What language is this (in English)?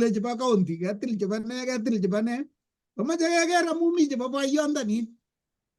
Kalenjin